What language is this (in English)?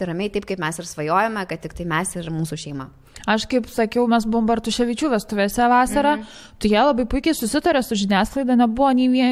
Lithuanian